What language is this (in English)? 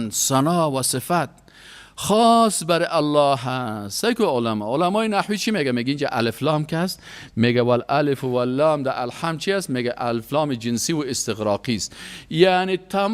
Persian